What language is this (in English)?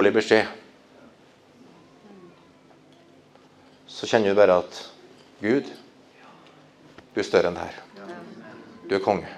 Norwegian